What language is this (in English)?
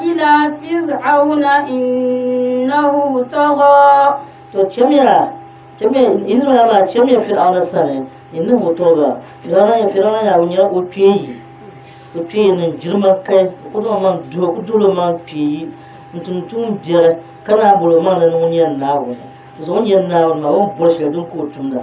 Dagbani